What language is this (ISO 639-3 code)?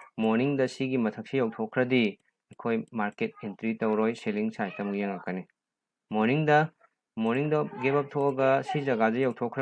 mni